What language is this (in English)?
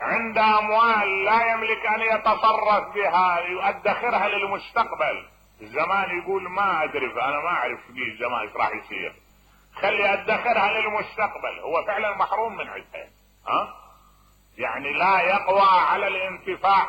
Mesopotamian Arabic